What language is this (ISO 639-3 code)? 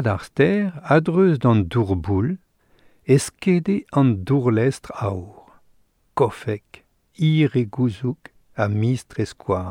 bre